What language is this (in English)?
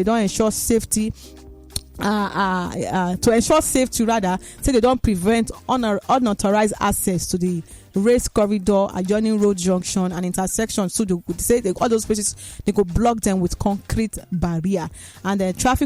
Nigerian Pidgin